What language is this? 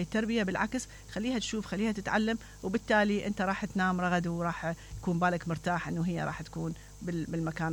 Mesopotamian Arabic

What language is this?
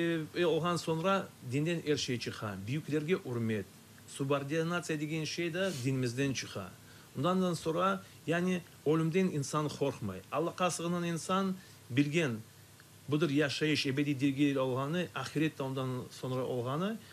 Crimean Tatar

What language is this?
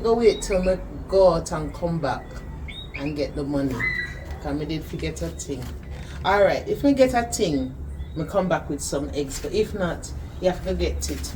Jamaican Creole English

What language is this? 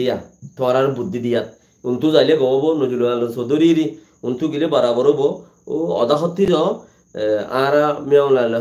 Rohingya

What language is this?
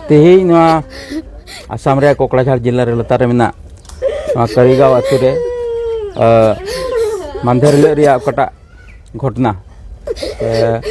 Santali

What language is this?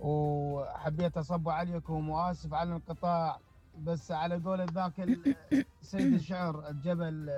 Mesopotamian Arabic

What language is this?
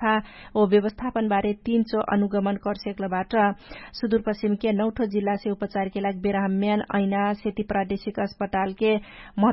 Dangaura Tharu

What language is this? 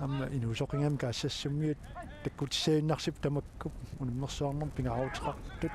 Kalaallisut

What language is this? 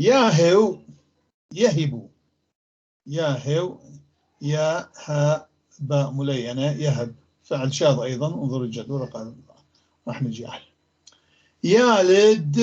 North Levantine Arabic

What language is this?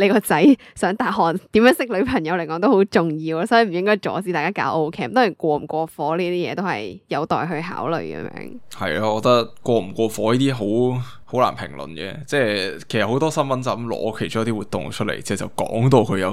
Cantonese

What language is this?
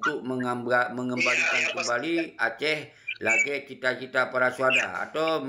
Achinese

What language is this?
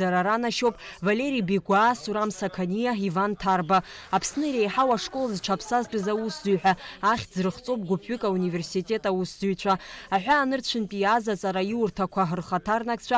Abkhazian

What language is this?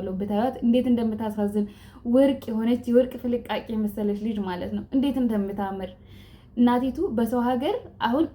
Amharic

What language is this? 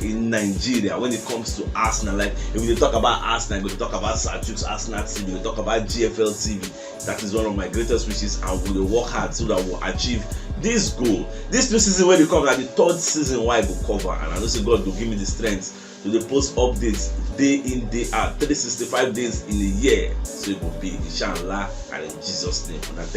Nigerian Pidgin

